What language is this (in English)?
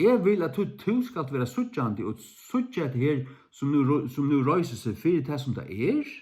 Faroese